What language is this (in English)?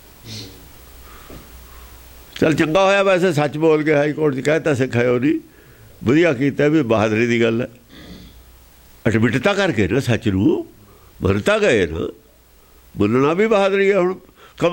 Punjabi